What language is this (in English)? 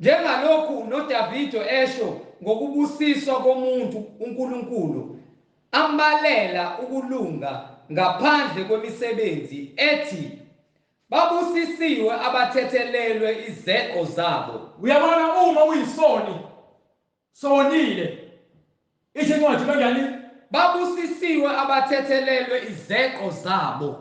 Zulu